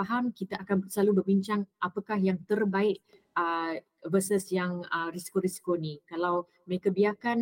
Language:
Malay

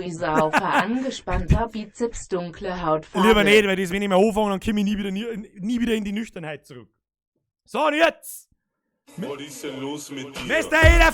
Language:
Bavarian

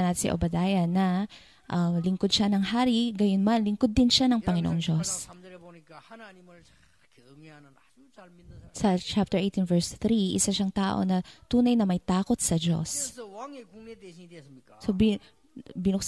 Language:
Filipino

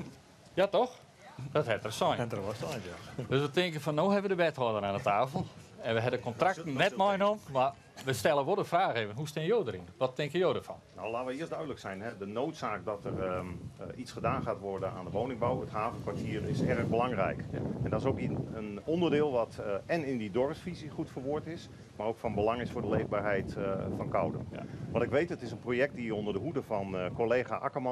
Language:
Western Frisian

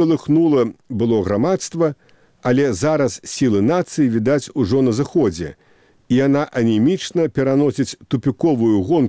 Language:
Belarusian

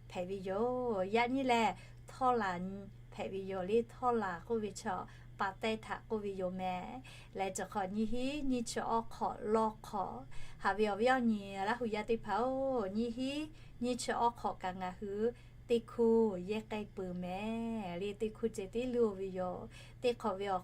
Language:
Lahu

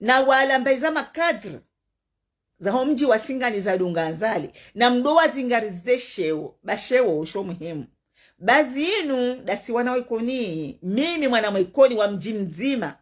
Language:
Ngazidja Comorian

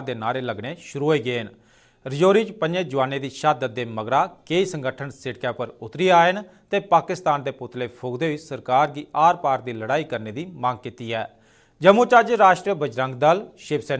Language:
Dogri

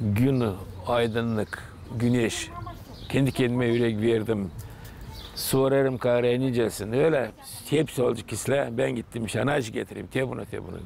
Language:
Gagauz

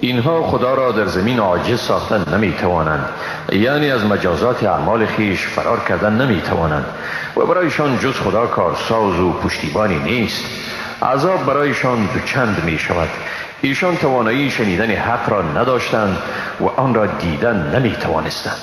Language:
Persian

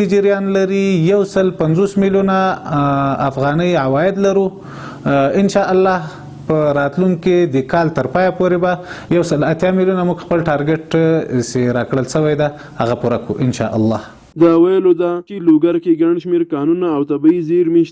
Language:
Pashto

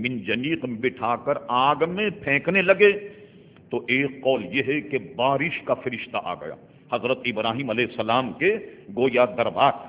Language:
Urdu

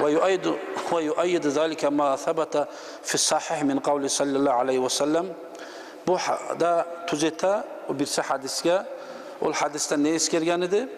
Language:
Kumyk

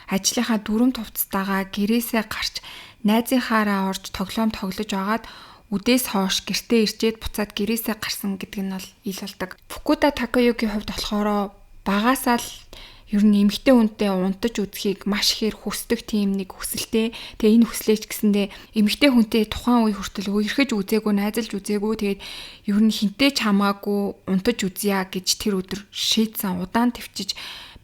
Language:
Mongolian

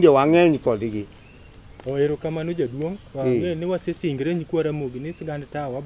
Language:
Luo (Kenya and Tanzania)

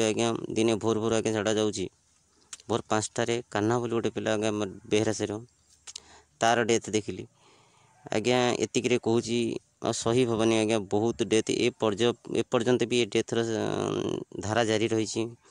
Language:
Odia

